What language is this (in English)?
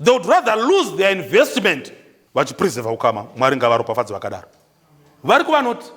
Shona